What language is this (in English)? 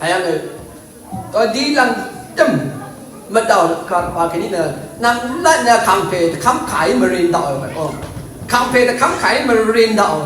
Rawang